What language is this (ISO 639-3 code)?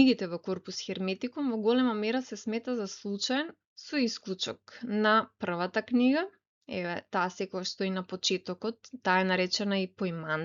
mkd